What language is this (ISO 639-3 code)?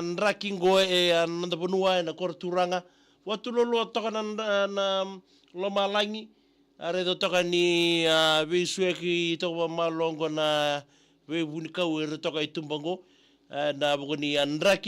fij